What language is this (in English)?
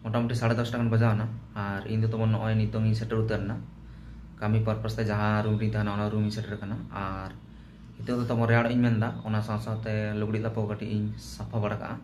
Santali